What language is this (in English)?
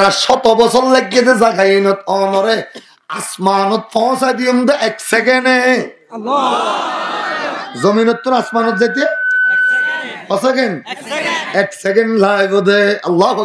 Rohingya